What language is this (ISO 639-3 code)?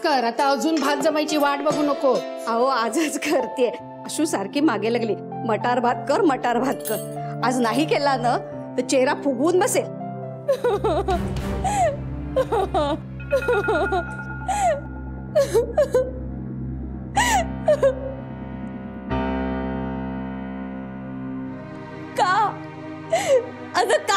mar